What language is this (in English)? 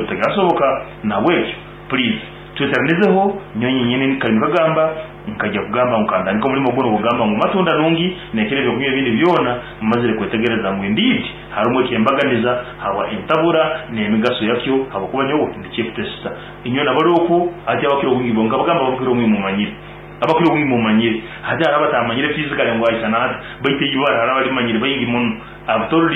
Nyankole